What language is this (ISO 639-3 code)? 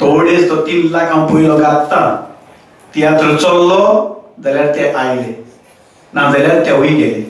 kok